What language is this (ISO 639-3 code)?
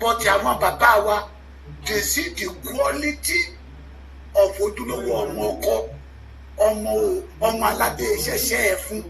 yor